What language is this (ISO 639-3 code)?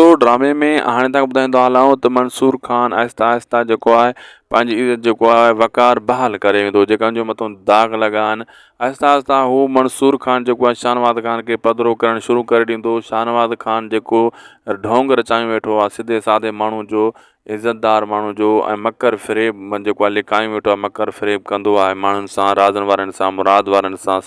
snd